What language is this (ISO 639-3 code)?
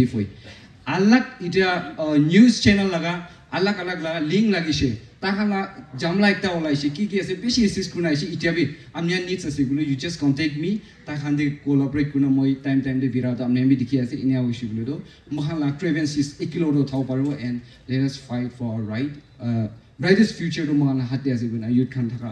nag